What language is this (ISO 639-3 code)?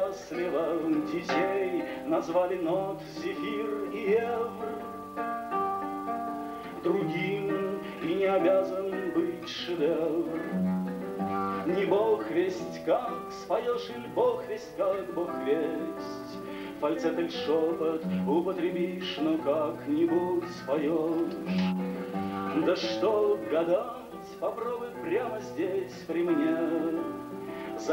rus